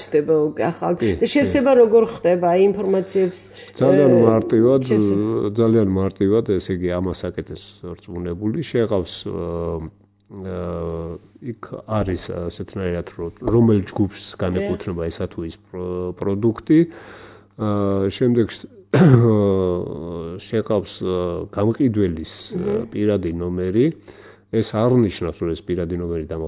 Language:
Georgian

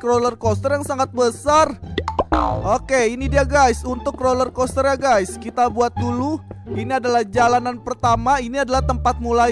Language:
Indonesian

